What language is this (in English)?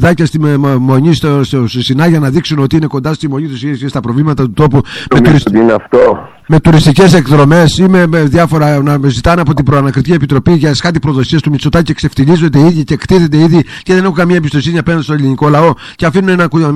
Greek